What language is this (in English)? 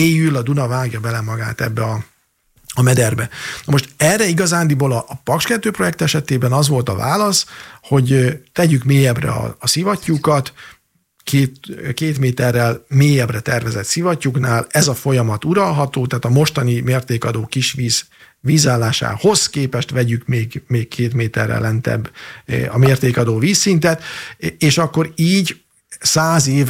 Hungarian